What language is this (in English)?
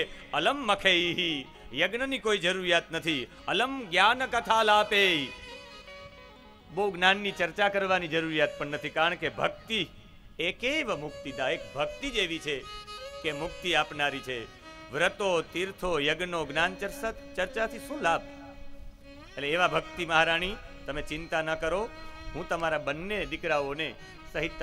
Gujarati